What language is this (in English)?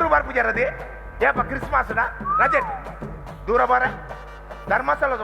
Tulu